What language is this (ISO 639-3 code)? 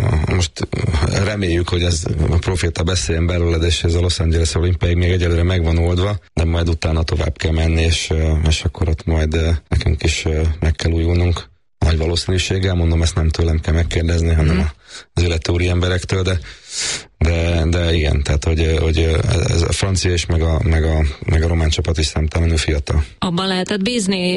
hun